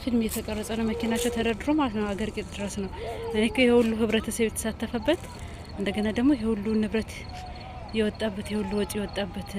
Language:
Amharic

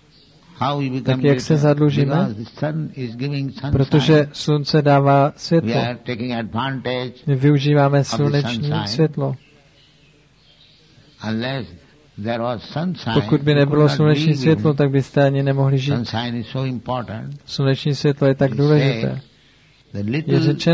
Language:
Czech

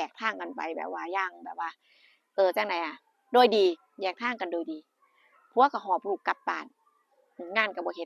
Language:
Northeastern Thai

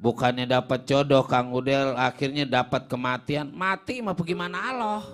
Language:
Betawi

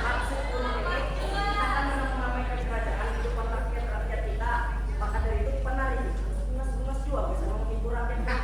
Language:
Banjar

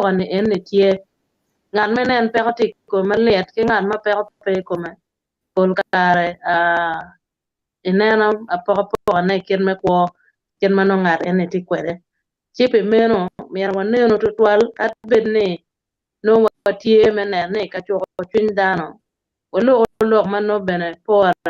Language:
Acoli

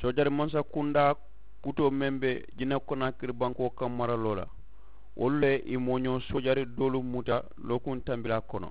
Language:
Mandingo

